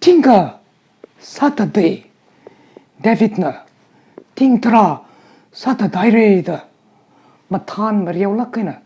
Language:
Tangkhul Naga (India)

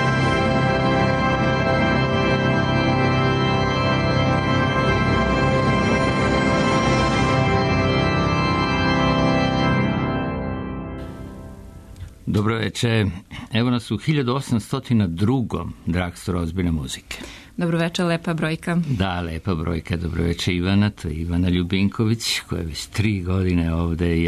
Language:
Serbian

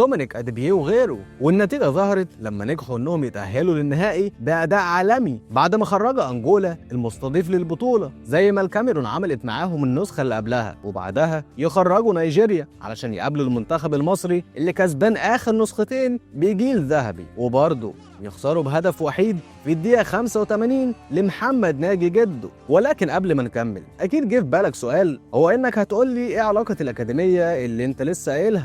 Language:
Egyptian Arabic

